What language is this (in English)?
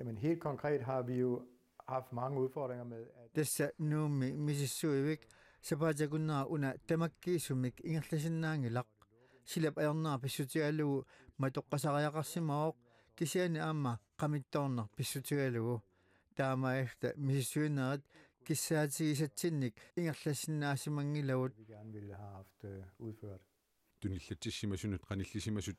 Kalaallisut